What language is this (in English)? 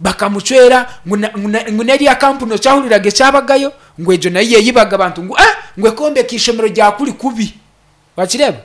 Nyankole